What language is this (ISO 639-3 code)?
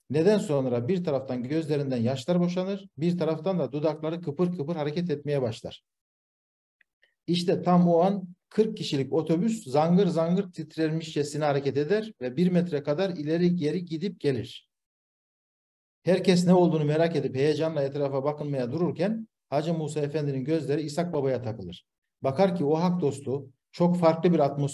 tur